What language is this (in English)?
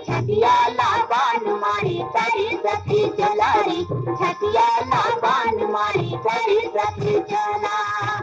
Chhattisgarhi